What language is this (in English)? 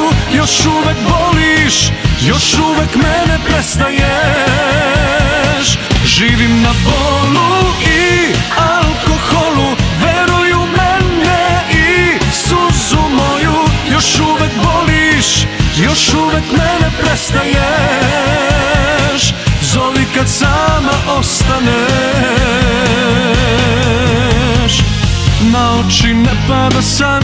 Serbian